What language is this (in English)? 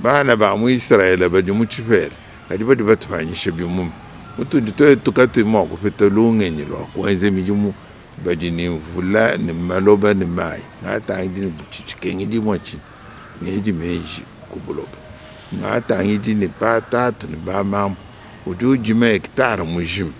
Luba-Lulua